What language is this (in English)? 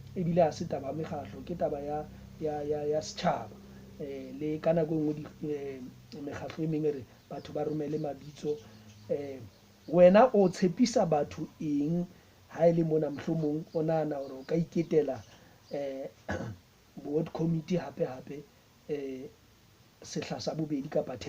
Southern Sotho